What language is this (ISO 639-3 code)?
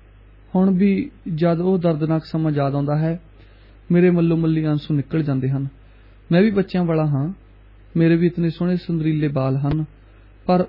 pan